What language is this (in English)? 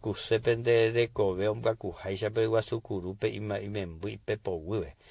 Guarani